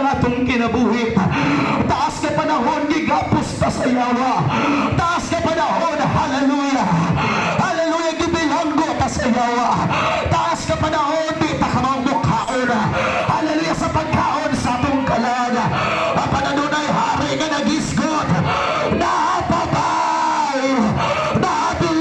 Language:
Cebuano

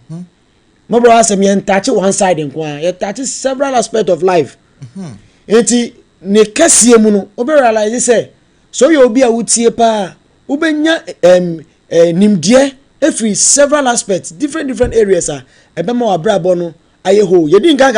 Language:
Akan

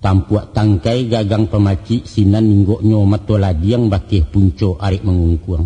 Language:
Minangkabau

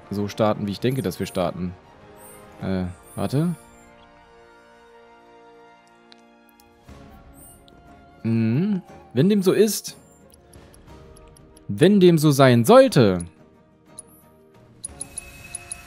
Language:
German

